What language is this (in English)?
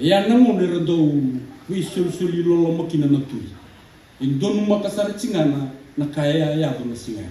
Fijian